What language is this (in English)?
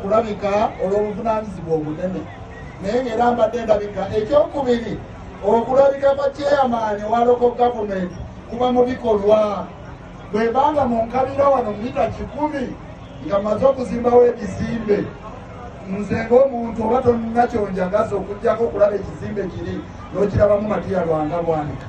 Ganda